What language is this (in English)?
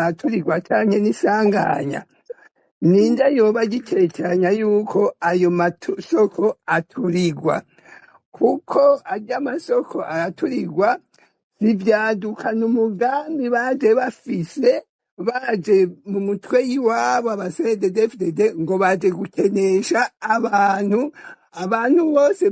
Rundi